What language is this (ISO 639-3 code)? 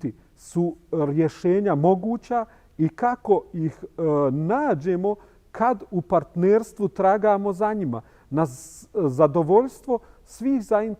bos